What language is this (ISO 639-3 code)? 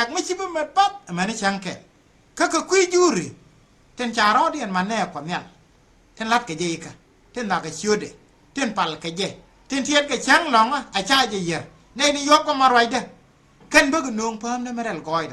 nus